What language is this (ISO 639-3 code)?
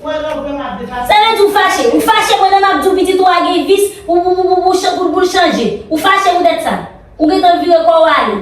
hat